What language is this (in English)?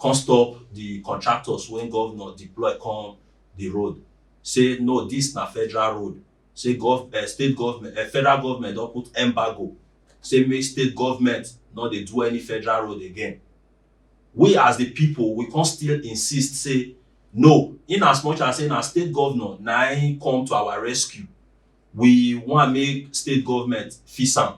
Nigerian Pidgin